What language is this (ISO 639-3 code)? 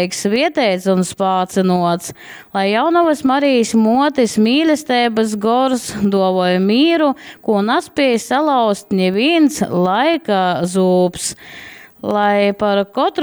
ltg